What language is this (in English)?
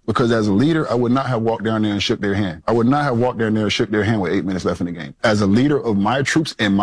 English